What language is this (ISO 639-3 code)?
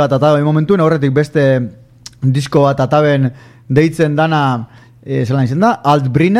eus